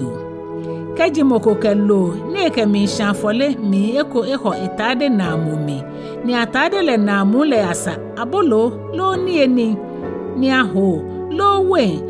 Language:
Ga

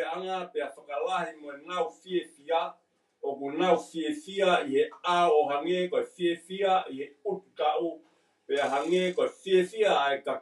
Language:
Tongan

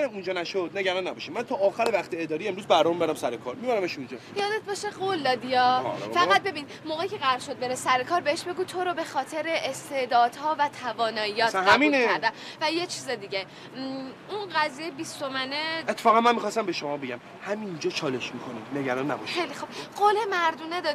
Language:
Persian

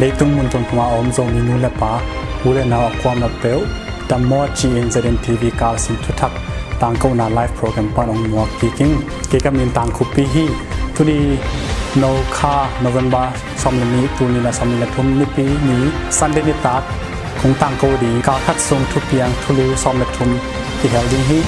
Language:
Tedim Chin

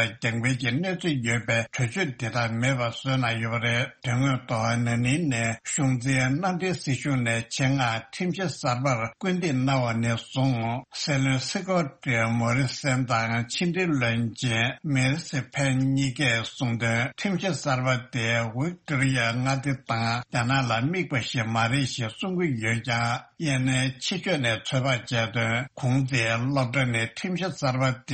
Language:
Tibetan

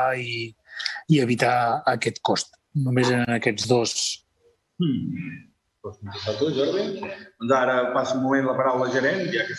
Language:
Catalan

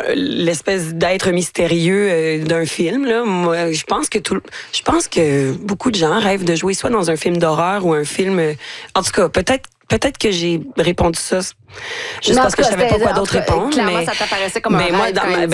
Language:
French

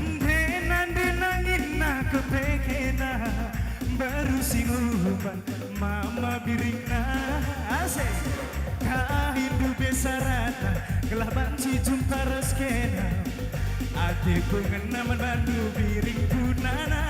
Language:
Batak Karo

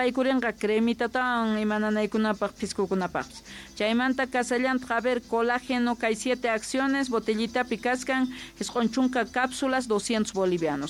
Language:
South Bolivian Quechua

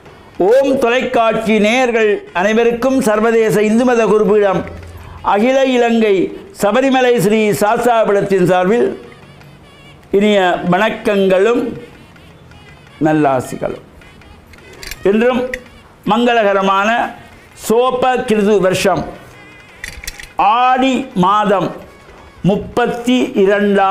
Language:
Tamil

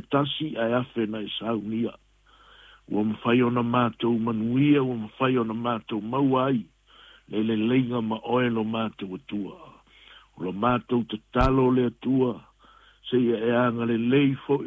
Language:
Samoan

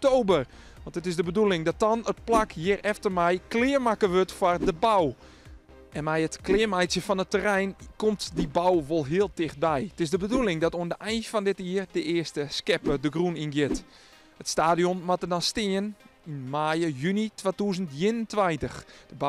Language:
Western Frisian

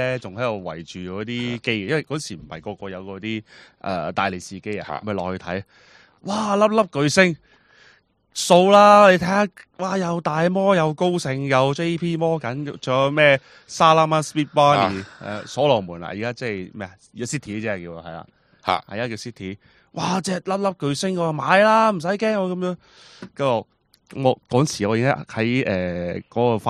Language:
Cantonese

